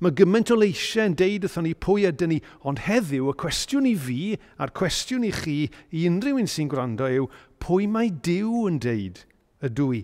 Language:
Welsh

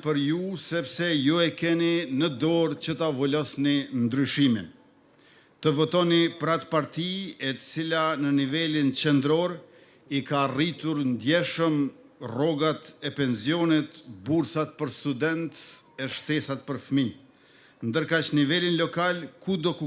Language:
Albanian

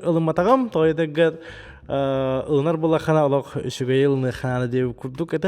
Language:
Yakut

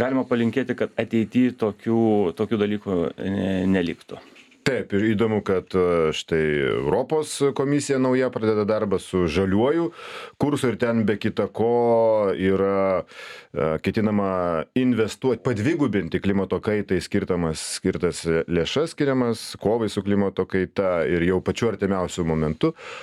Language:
Lithuanian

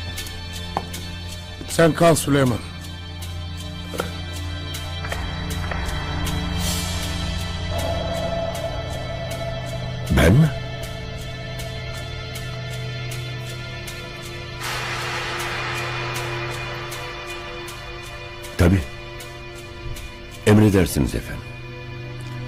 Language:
Turkish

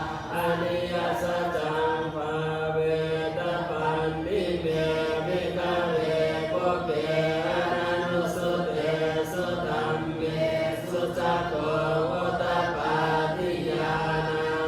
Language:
Pali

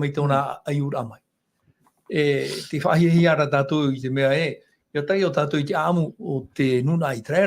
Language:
Tahitian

